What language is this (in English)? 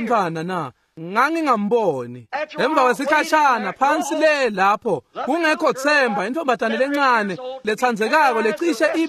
Swati